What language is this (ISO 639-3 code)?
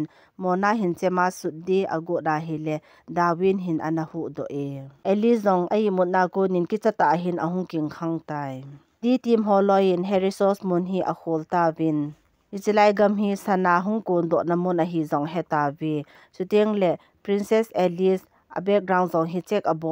tcz